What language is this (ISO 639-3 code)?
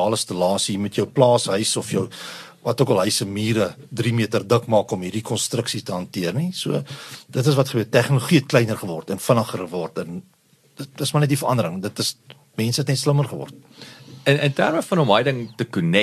afr